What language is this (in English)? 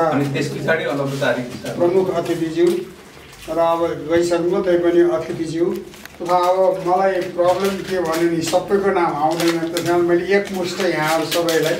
Nepali